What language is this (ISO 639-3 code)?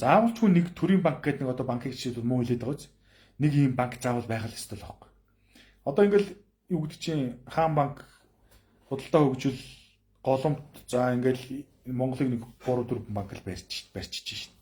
mon